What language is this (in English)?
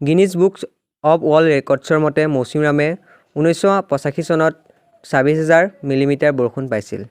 Assamese